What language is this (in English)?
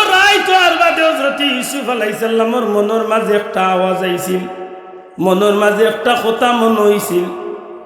Sylheti